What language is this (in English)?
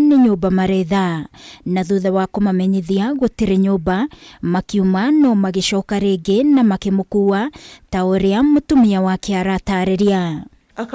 Kikuyu